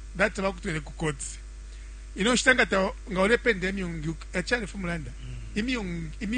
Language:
Bemba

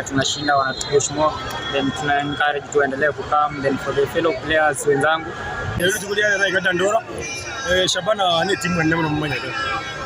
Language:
Gusii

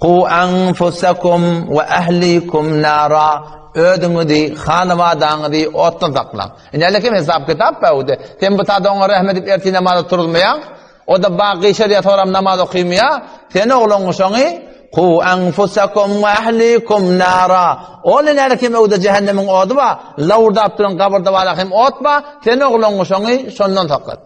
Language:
Turkmen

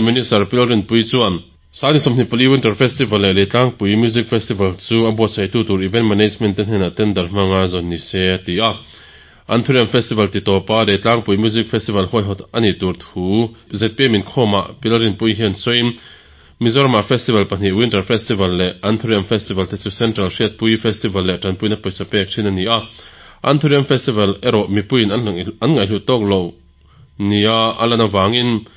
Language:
Mizo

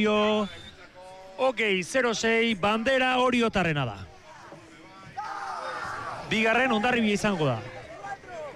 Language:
Basque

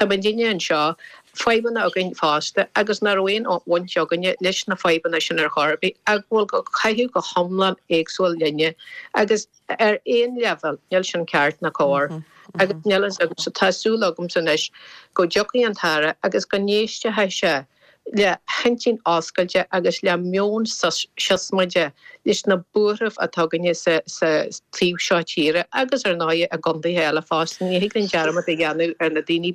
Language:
Irish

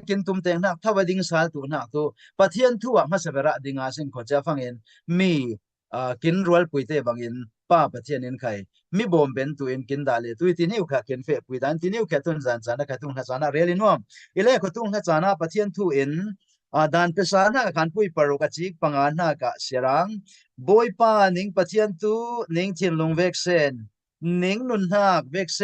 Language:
Falam Chin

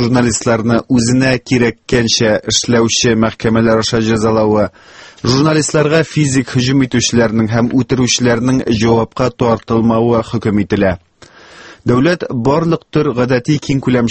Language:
Tatar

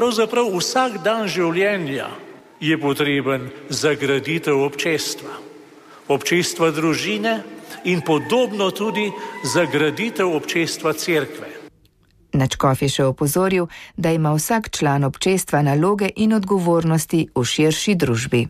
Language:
Slovenian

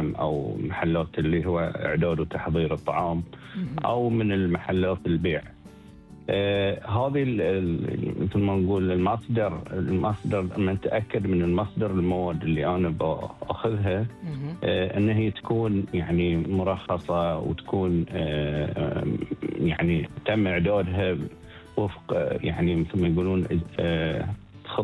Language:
Gulf Arabic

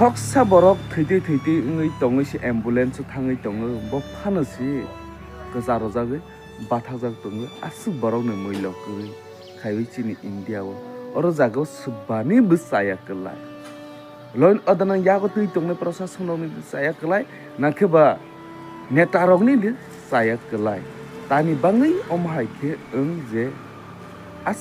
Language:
Kok Borok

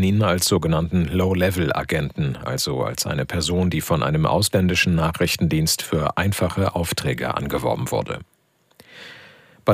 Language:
German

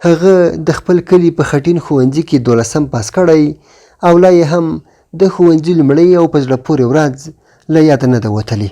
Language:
Pashto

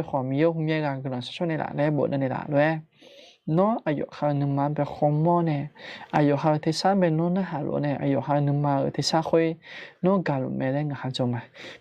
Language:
Akha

